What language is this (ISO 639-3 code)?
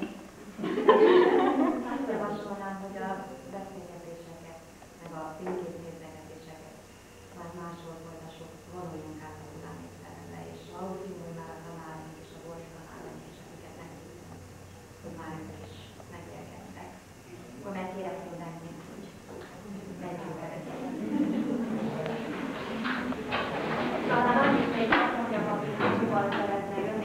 hun